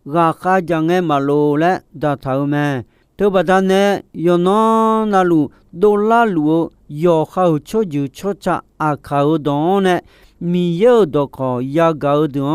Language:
Akha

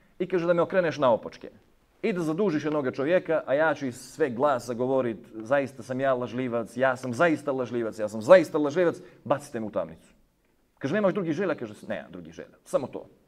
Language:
Bosnian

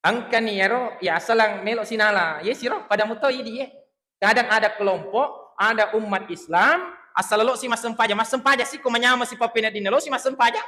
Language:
Buginese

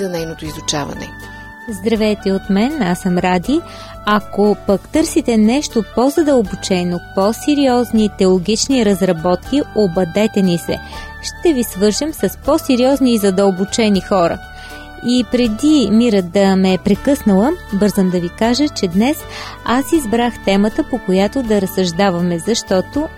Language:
Bulgarian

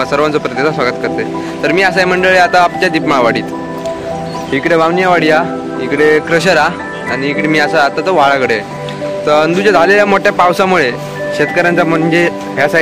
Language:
Marathi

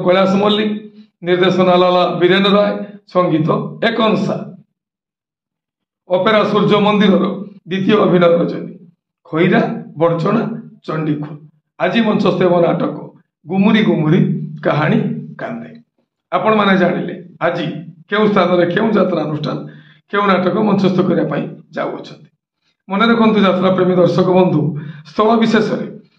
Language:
Odia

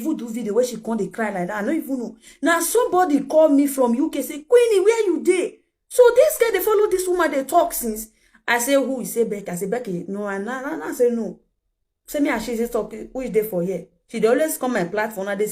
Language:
Nigerian Pidgin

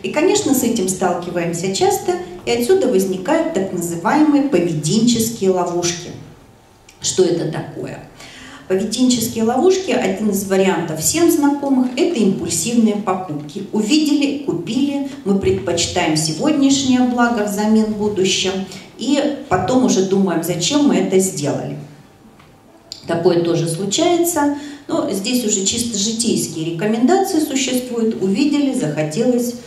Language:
Russian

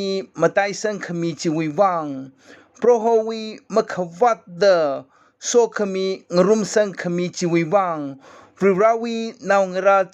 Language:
Tangkhul Naga (India)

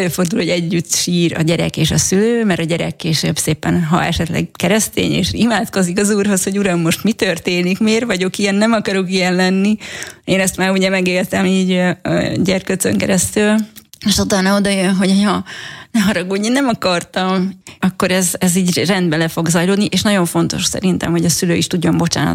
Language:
Hungarian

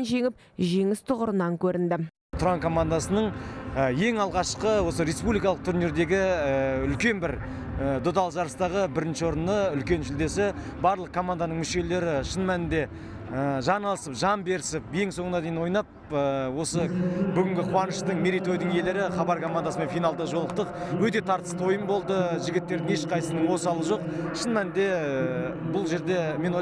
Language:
Kazakh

